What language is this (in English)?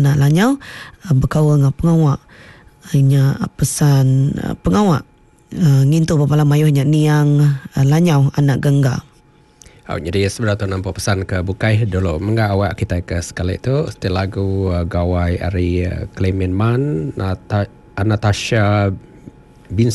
Iban